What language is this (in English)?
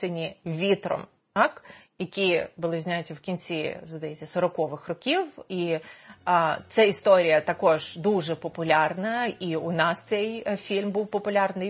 Ukrainian